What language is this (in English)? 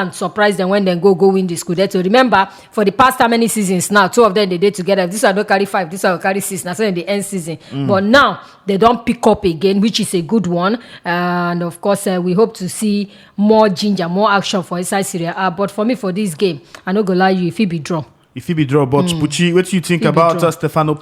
Nigerian Pidgin